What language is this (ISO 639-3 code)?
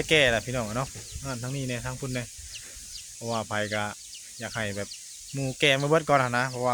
tts